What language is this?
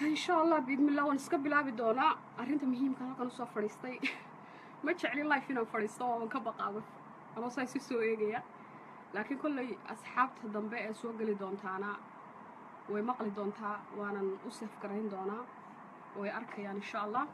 Somali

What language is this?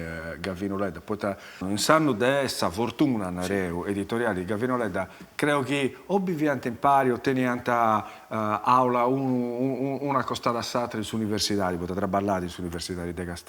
Sardinian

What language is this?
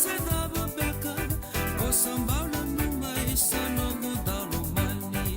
Fijian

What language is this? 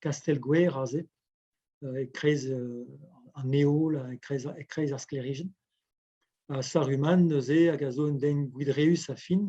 Breton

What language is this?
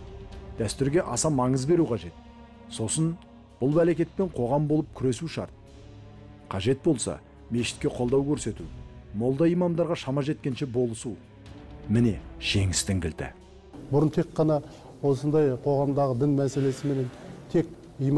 Kazakh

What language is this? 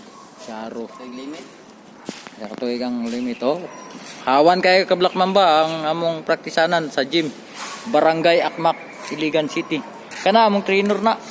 Cebuano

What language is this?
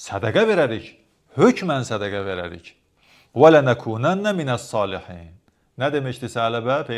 Azerbaijani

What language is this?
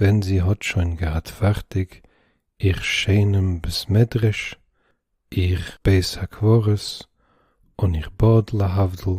Yiddish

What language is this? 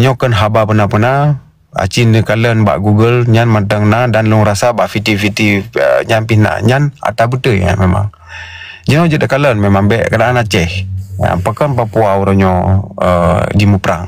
Achinese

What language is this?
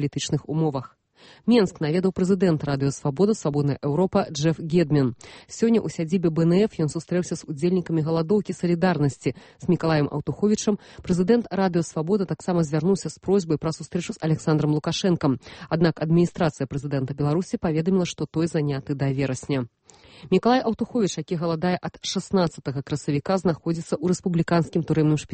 Belarusian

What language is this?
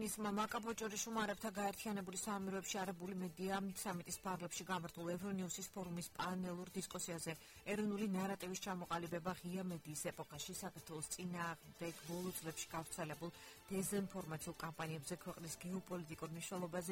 Georgian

